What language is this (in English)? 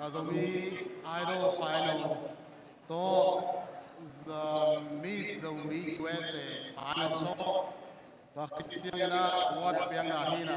Tedim Chin